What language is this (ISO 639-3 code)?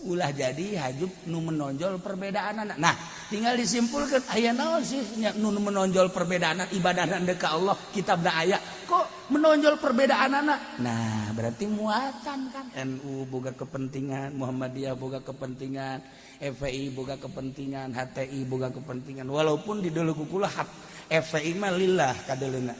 sun